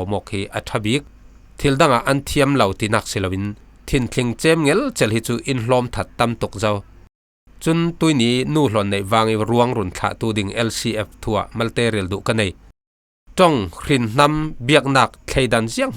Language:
Falam Chin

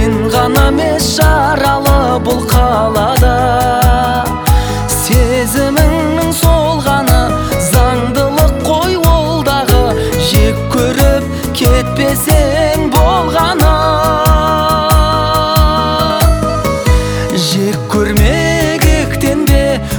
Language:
Kazakh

